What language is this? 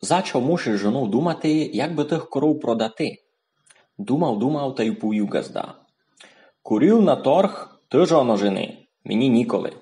Rusyn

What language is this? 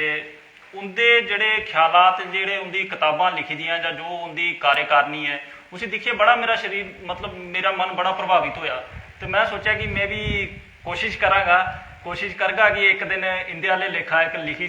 Dogri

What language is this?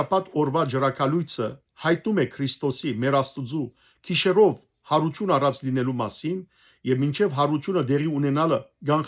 Western Armenian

